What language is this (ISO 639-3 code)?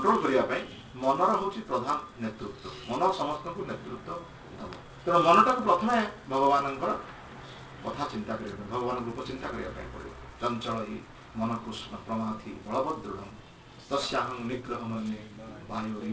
ori